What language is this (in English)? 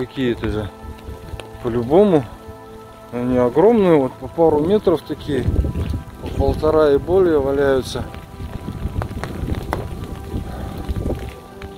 Russian